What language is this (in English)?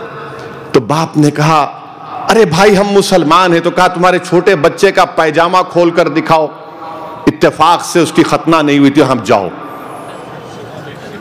Hindi